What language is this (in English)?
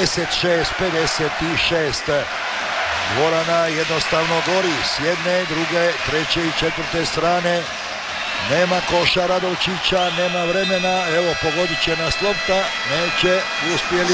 Croatian